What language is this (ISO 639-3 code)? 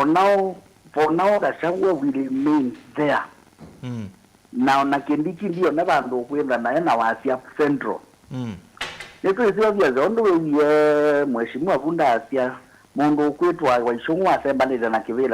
kam